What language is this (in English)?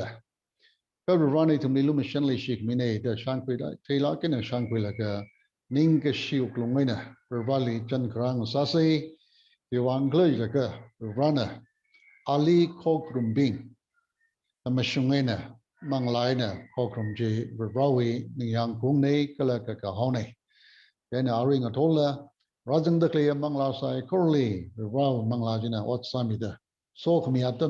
Tangkhul Naga (India)